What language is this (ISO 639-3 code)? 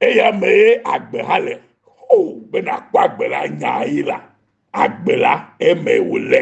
ewe